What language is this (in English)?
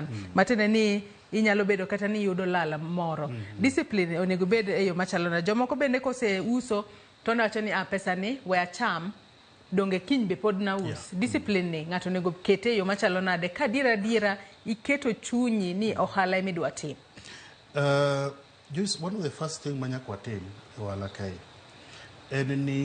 Luo (Kenya and Tanzania)